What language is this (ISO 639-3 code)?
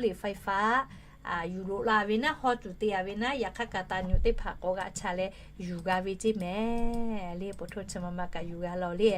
lhu